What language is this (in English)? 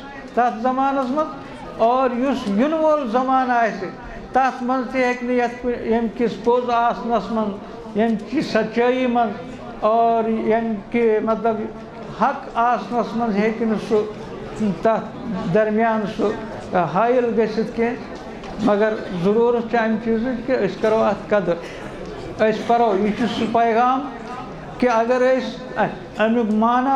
Kashmiri